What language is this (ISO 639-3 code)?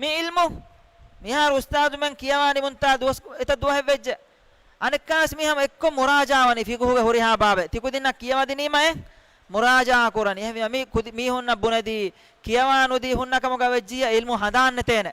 div